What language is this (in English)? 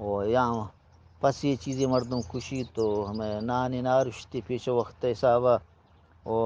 Eastern Balochi